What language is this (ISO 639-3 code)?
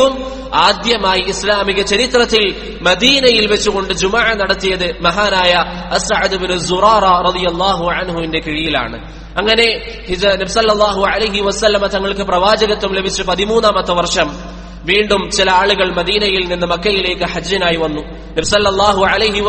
mal